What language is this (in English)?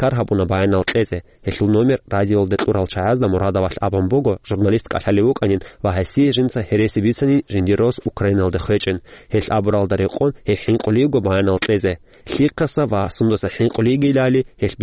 Avaric